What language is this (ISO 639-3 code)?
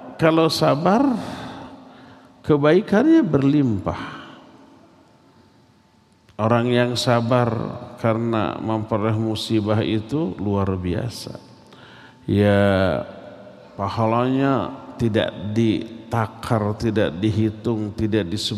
ind